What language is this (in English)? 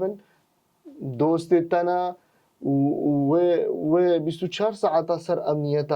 Kurdish